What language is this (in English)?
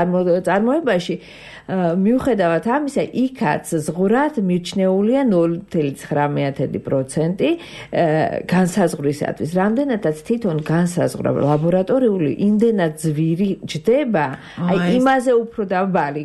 Georgian